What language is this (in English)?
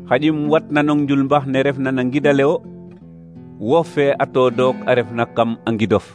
Serer